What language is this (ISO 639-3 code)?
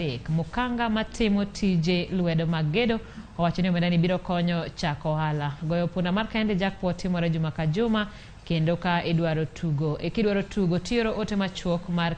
luo